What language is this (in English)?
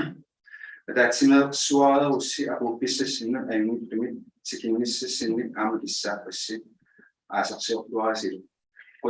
Inuktitut